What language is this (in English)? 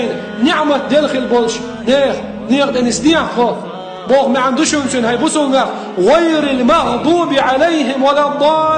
Chechen